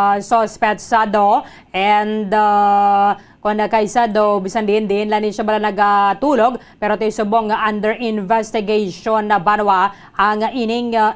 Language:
Hiligaynon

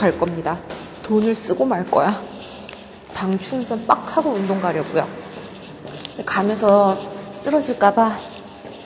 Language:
Korean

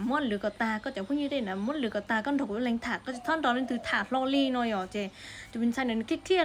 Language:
Hmong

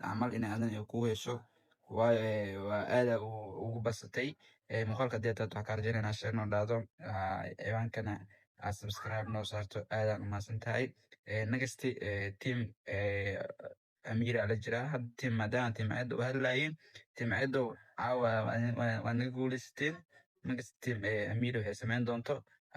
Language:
Somali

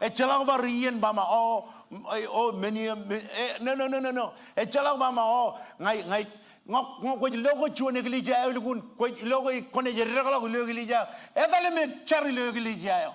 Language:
Marshallese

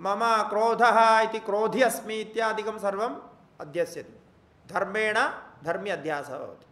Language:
Sanskrit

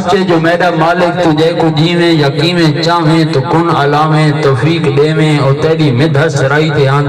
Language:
Saraiki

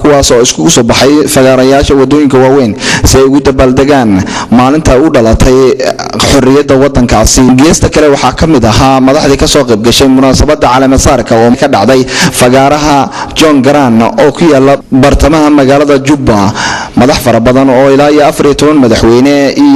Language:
Somali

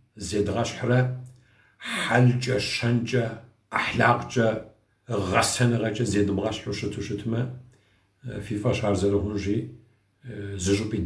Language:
Kabardian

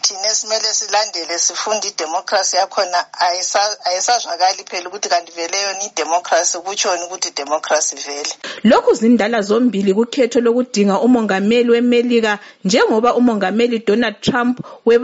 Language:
North Ndebele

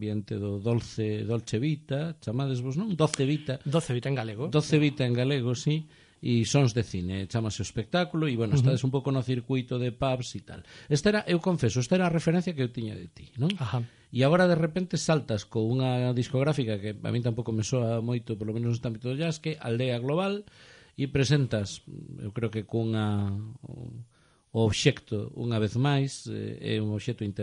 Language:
Galician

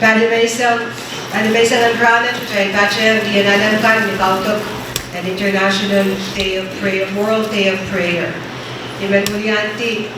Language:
Pohnpeian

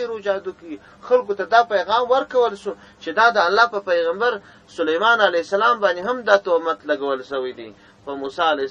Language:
Pashto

